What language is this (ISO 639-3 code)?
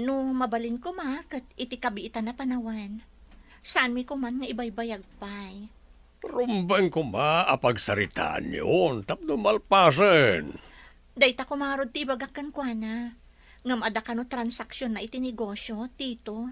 ilo